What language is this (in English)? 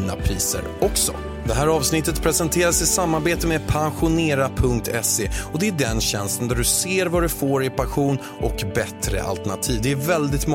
Swedish